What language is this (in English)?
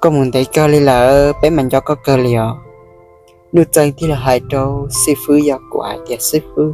Hmong